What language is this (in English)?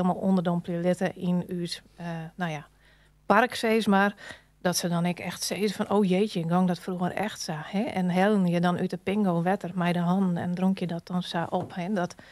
Western Frisian